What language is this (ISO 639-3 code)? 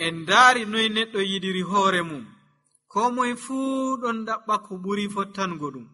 fuv